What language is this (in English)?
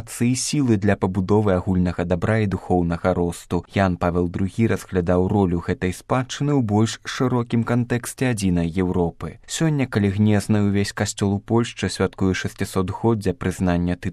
Belarusian